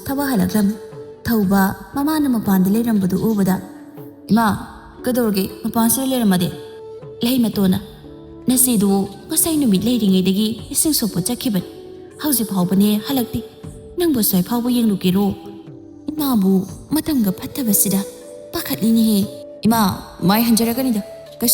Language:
Manipuri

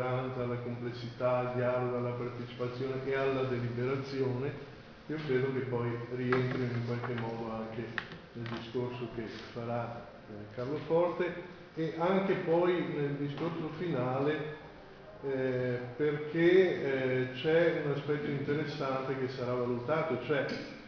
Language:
Italian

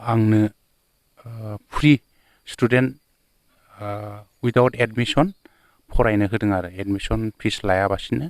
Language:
Bodo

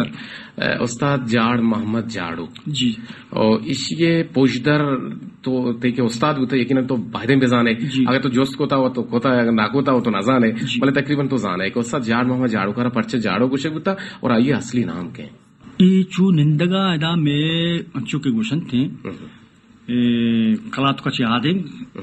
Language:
Baluchi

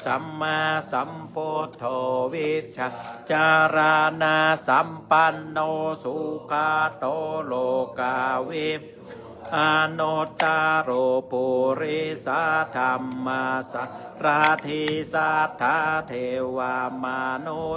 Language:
Pali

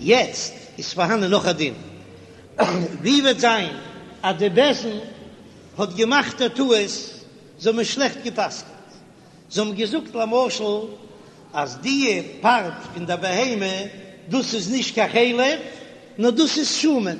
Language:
Yiddish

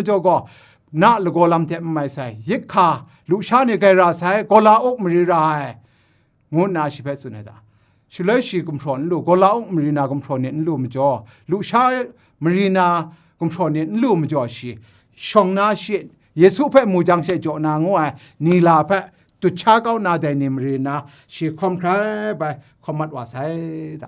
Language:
Kachin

